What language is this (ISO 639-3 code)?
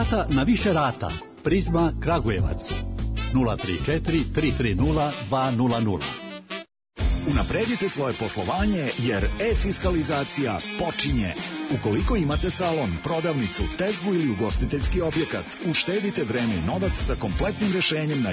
srp